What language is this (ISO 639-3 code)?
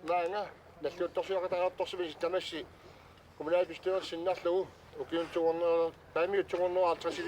kal